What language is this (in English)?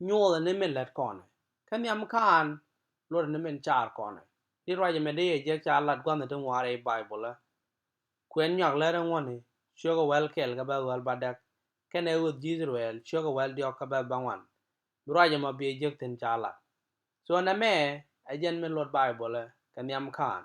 Nuer